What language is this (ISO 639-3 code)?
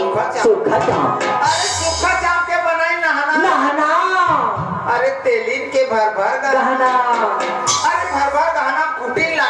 hne